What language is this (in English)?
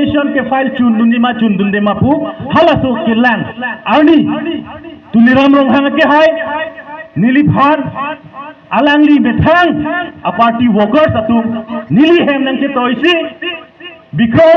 Karbi